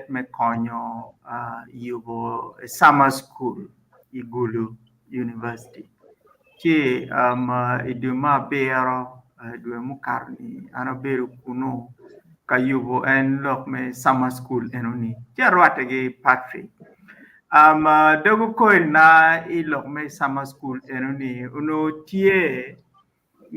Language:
Acoli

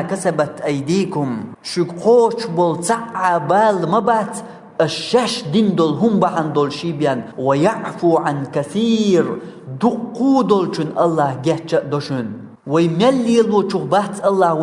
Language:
Chechen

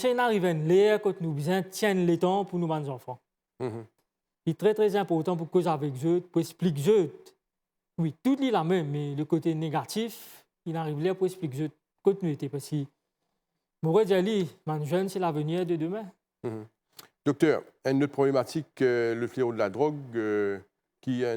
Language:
Morisyen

